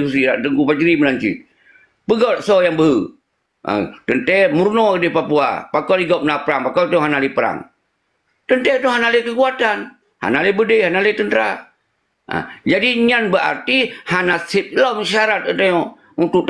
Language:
Achinese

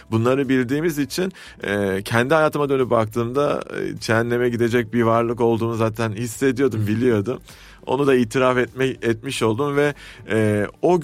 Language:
Turkish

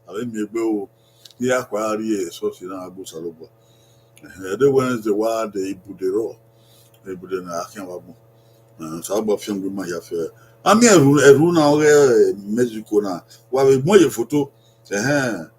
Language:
Bini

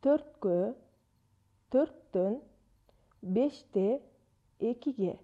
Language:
Kyrgyz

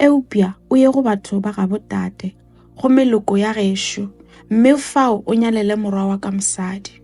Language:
Northern Sotho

